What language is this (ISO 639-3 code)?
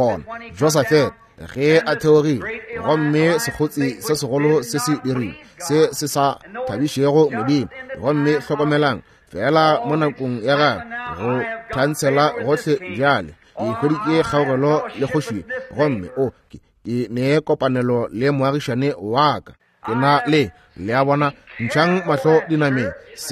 nso